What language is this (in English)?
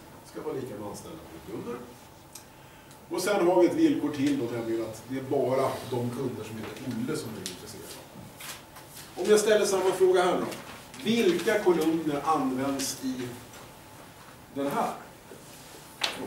Swedish